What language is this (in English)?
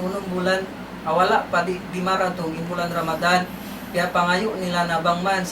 Tausug